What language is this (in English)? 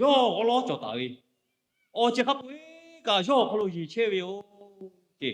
Lahu